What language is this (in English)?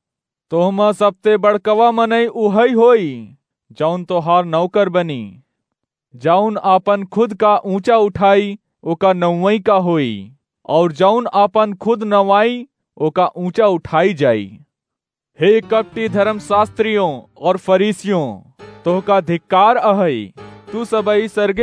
Awadhi